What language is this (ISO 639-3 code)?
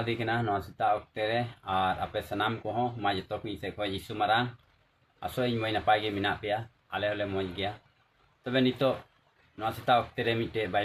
sat